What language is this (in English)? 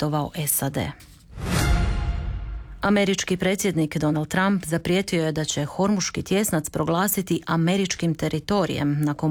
Croatian